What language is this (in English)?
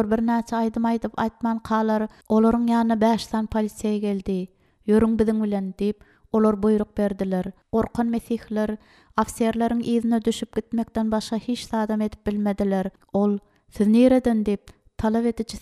Turkmen